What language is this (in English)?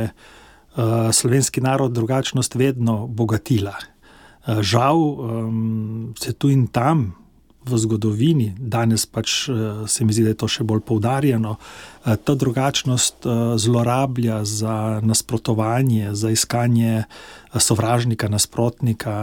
Slovenian